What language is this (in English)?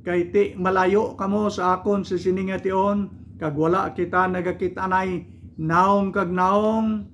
Hiligaynon